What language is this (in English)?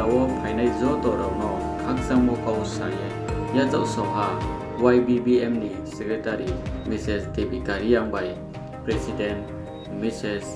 Riang (India)